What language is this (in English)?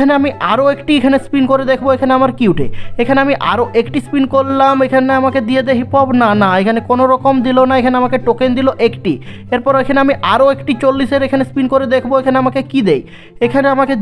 Bangla